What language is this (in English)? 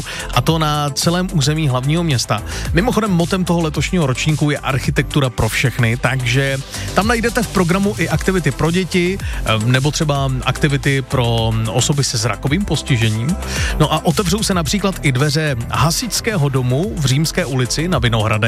Czech